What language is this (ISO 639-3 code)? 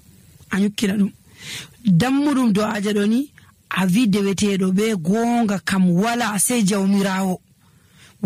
fuv